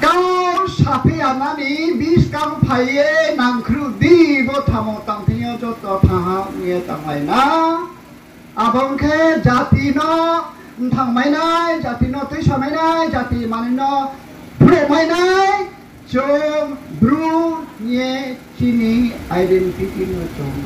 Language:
Riang (India)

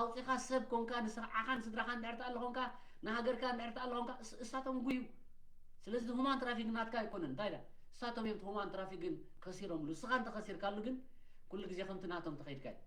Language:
Tigrinya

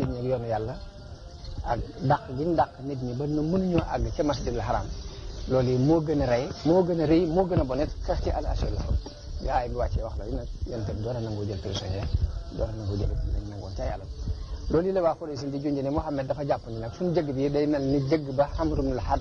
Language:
Wolof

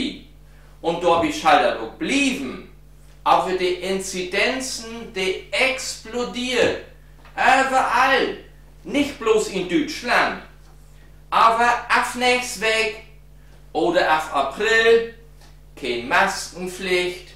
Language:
Low German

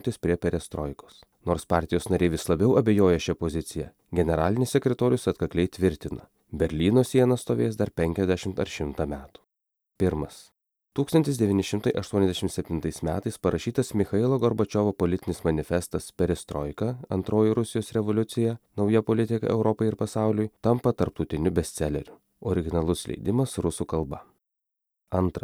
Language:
Lithuanian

